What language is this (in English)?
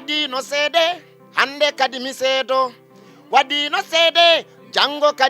Fula